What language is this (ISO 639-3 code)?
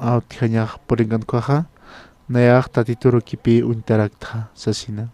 aym